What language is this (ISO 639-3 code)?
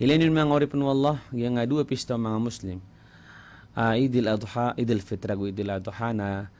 mrw